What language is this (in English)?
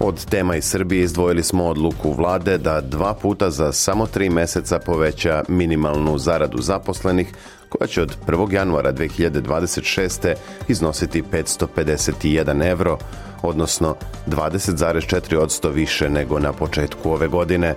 Serbian